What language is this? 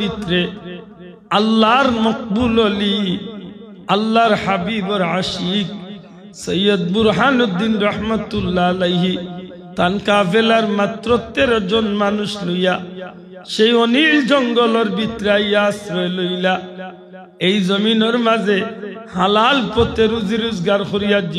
Sylheti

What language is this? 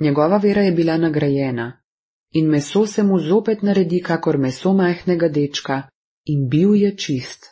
Slovenian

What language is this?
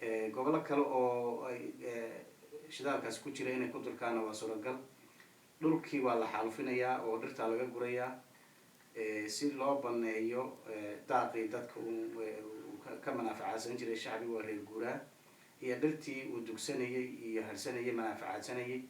Somali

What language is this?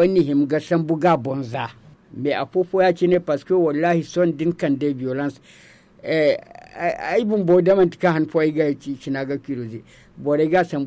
Zarma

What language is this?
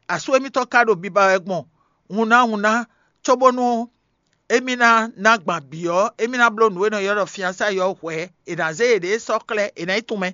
Fon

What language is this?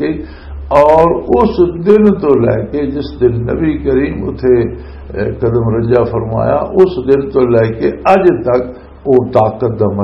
Western Panjabi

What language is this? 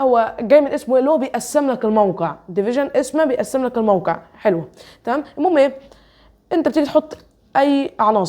Egyptian Arabic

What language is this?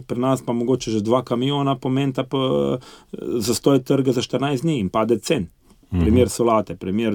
Slovenian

